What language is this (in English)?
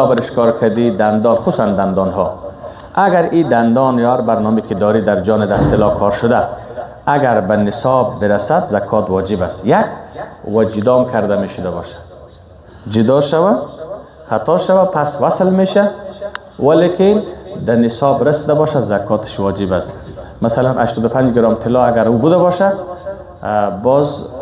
Persian